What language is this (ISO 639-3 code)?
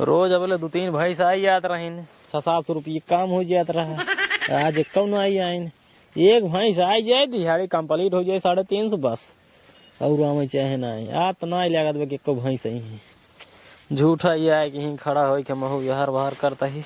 awa